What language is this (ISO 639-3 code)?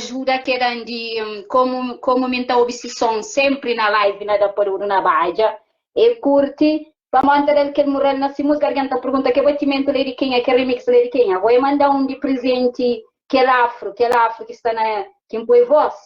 kea